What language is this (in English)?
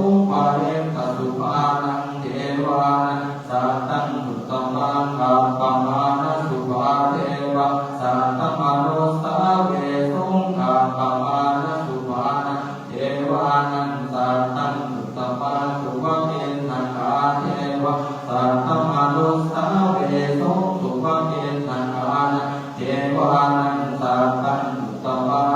Pali